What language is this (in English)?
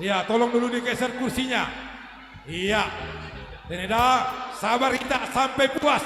Batak Simalungun